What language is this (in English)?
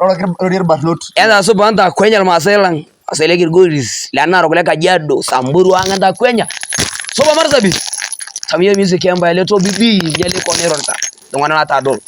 Masai